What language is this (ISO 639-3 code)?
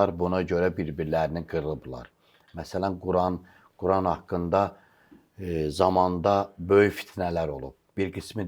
aze